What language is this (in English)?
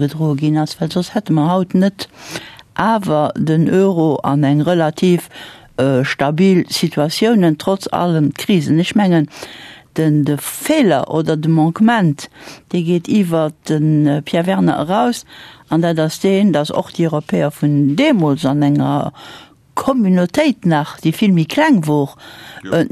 Luxembourgish